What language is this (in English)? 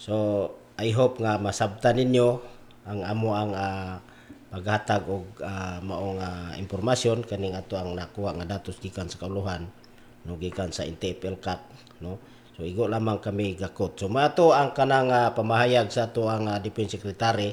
Cebuano